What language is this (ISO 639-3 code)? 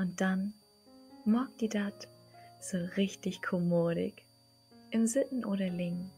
nds